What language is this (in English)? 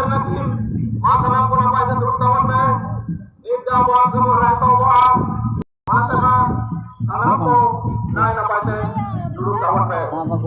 Santali